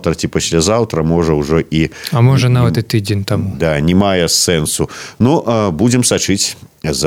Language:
Belarusian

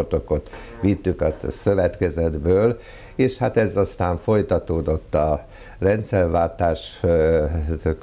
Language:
Hungarian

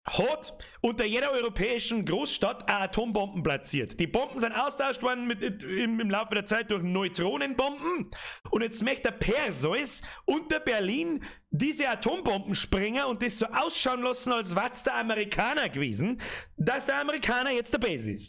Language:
Bavarian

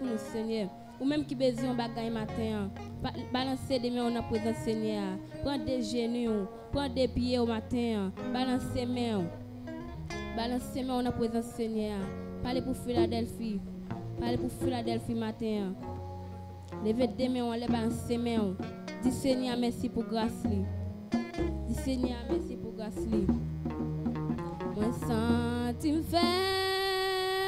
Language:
Haitian Creole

